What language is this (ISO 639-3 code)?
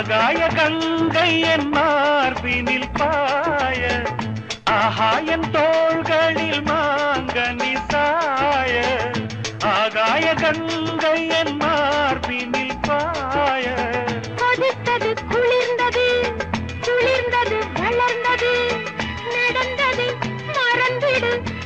tam